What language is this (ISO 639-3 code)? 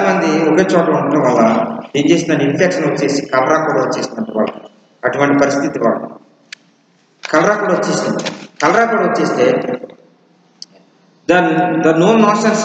tel